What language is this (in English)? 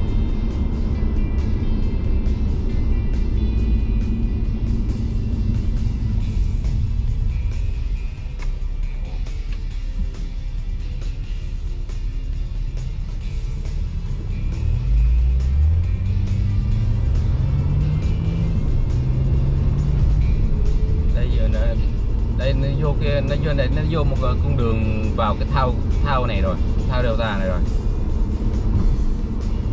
Vietnamese